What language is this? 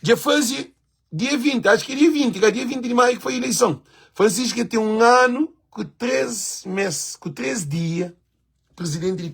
Kabuverdianu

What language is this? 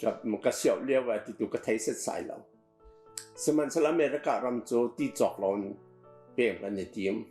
Hakha Chin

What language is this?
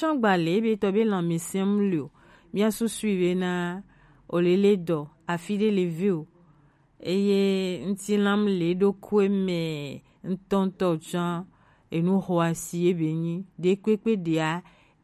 Gen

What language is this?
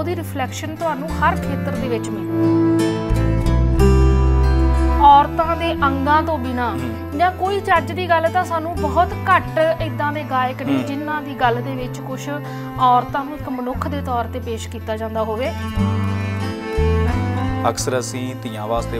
Punjabi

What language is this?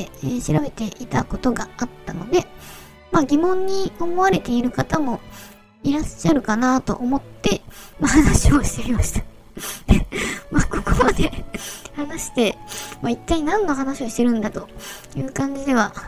Japanese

